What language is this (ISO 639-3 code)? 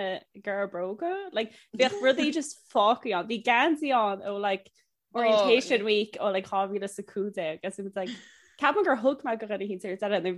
gle